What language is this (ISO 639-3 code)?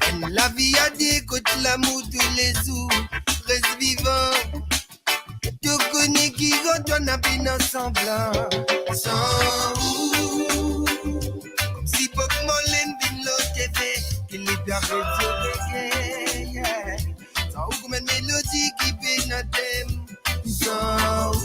mfe